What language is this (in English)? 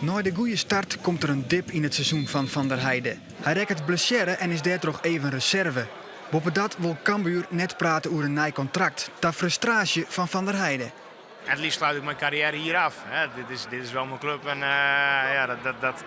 Western Frisian